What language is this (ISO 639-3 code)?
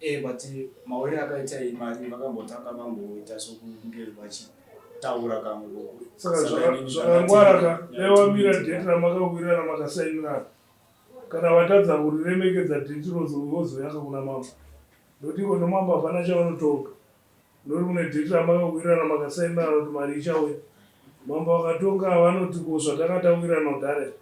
sna